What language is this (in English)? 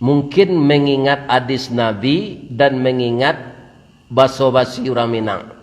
Minangkabau